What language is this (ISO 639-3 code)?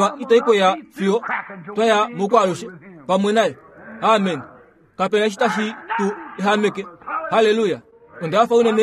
kua